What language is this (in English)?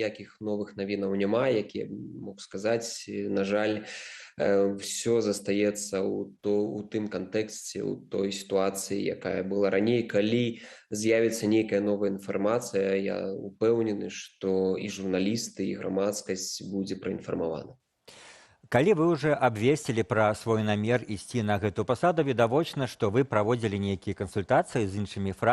Belarusian